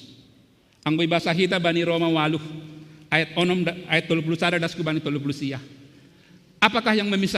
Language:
Batak Simalungun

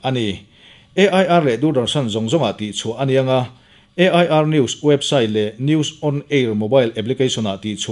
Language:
Mizo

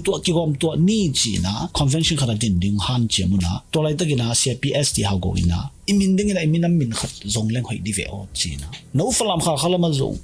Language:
Tedim Chin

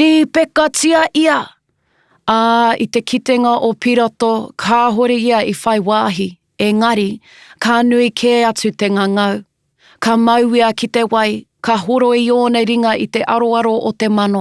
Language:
Māori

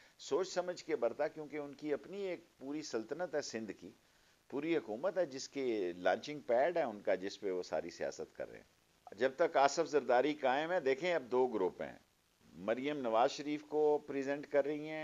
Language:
Urdu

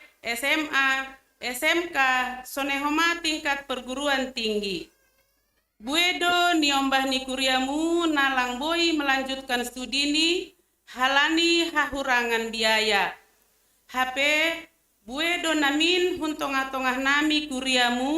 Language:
Batak Simalungun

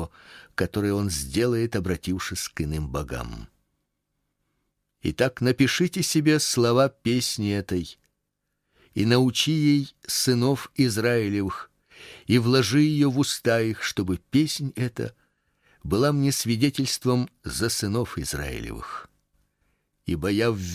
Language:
Russian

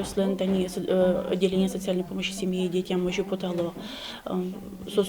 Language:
Udmurt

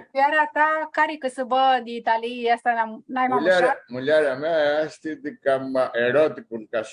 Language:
Aromanian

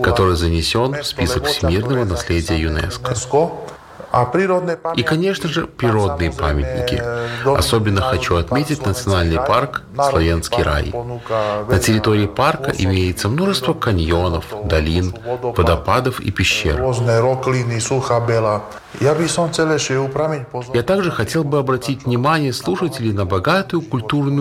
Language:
Russian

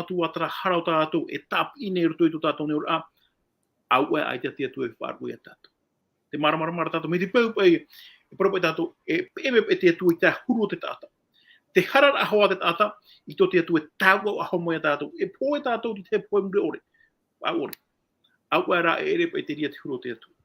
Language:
Tahitian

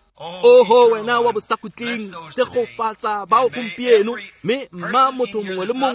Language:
Tswana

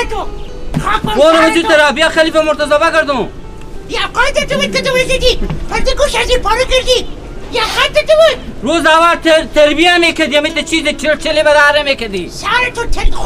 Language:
Persian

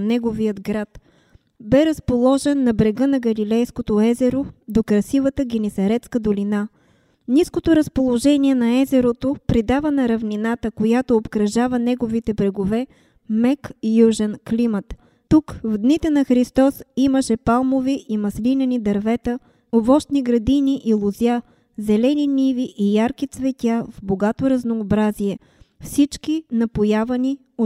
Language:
Bulgarian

